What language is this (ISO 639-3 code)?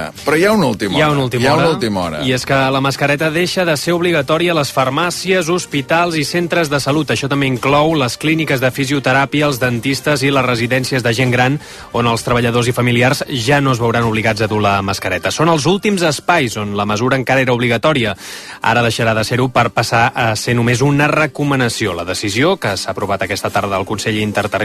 cat